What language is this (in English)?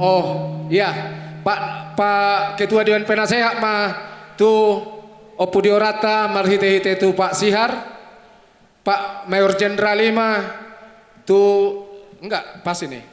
Batak Toba